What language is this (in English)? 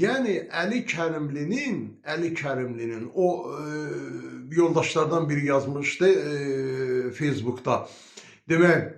Azerbaijani